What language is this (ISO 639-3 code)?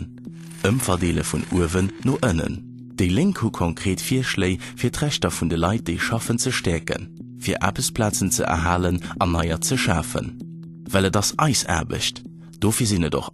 ltz